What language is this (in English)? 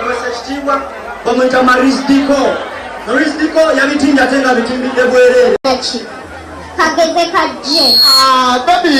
Ganda